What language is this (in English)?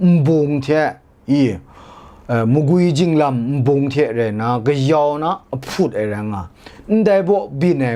Kachin